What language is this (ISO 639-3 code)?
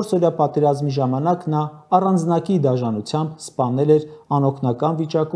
hye